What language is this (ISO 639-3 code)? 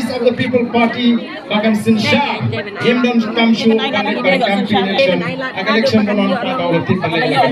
kha